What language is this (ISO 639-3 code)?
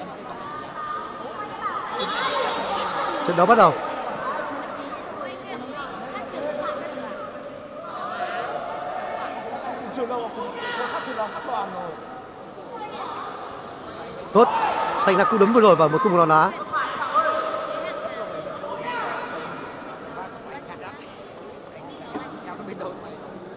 vie